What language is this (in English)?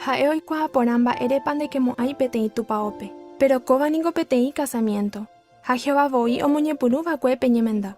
Guarani